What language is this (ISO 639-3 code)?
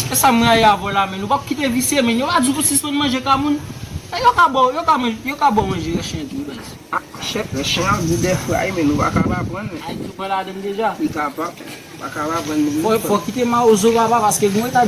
hat